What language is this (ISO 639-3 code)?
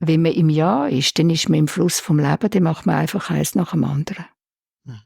gsw